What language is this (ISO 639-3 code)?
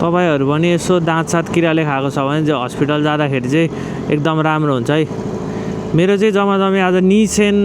nep